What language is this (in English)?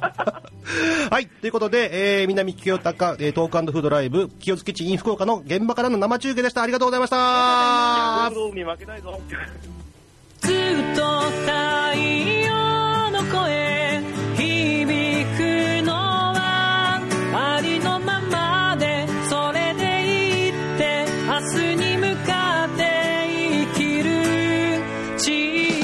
Japanese